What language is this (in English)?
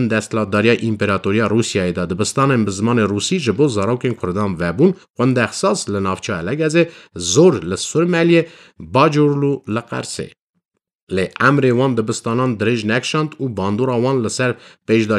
Kurdish